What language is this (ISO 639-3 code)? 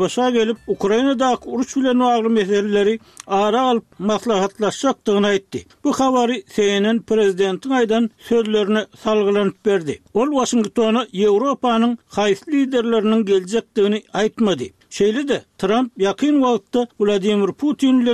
tuk